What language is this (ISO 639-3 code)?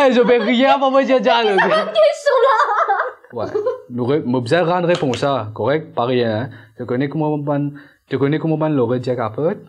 mfe